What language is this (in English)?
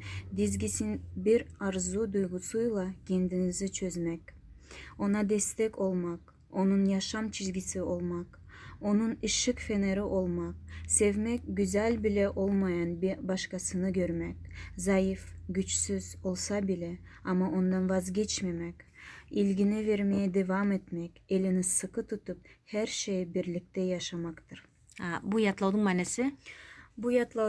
Nogai